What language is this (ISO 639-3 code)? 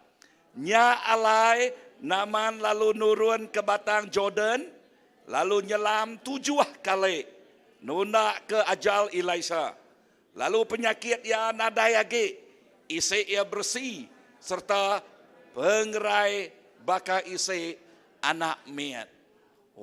iba